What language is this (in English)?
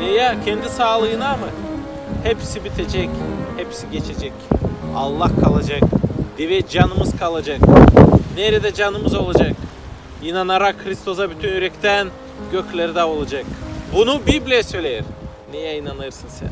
Gagauz